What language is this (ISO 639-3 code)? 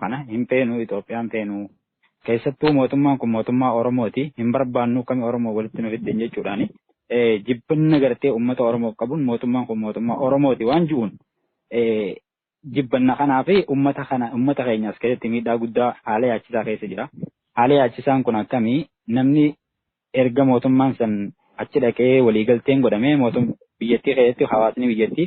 orm